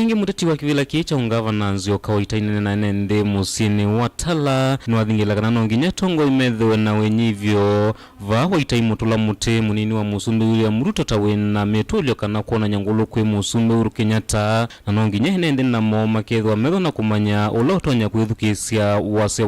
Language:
Kamba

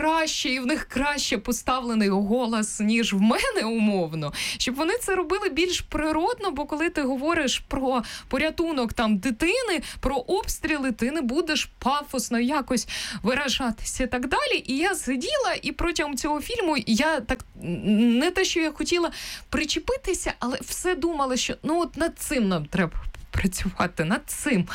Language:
Ukrainian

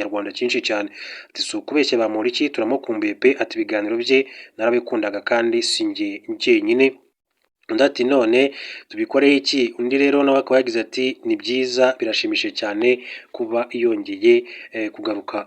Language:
Kinyarwanda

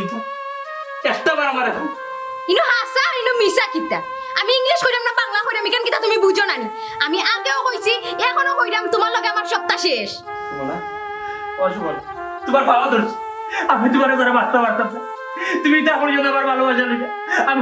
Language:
Sylheti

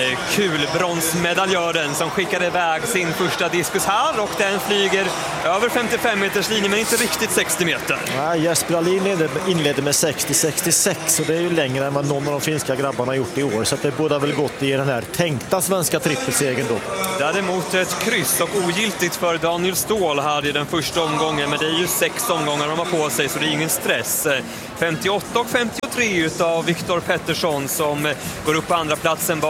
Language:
Swedish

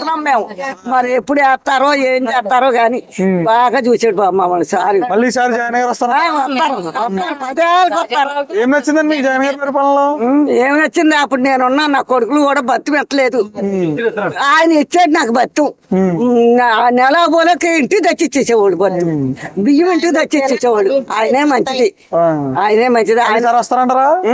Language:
Telugu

